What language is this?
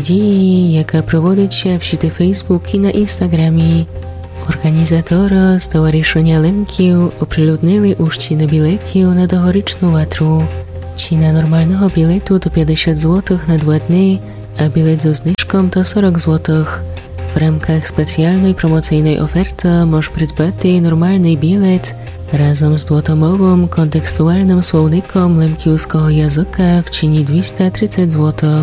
Rusyn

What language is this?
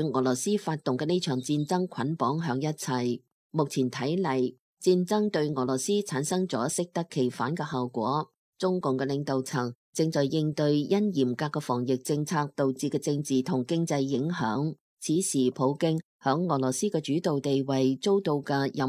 Cantonese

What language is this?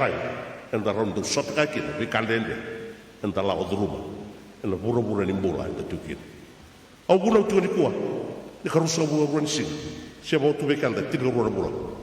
Fijian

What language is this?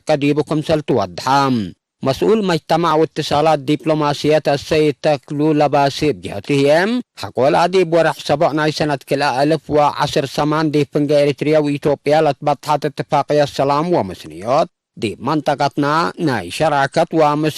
Tigre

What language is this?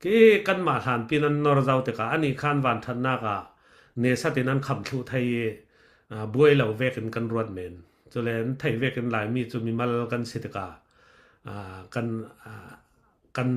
Falam Chin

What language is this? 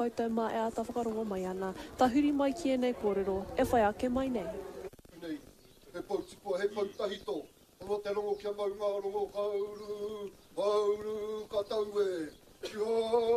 Māori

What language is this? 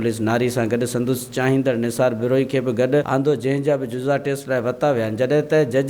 Sindhi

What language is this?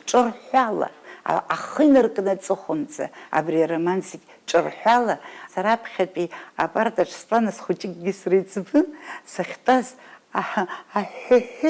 Abkhazian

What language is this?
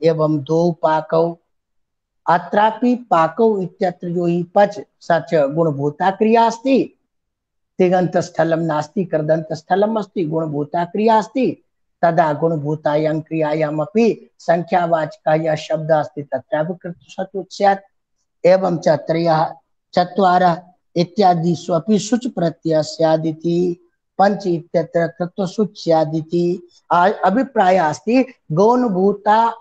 Sanskrit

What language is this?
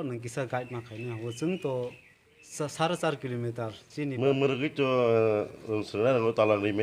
Kok Borok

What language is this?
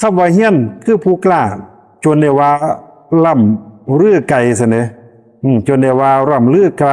Lao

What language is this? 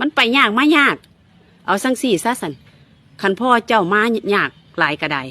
Northeastern Thai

